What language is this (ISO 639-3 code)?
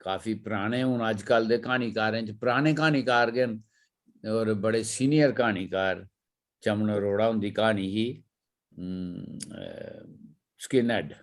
doi